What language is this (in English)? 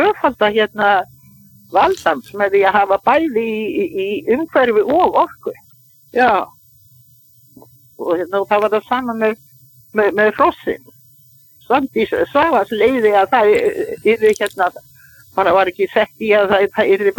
Icelandic